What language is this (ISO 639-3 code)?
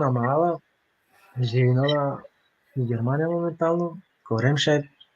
rmn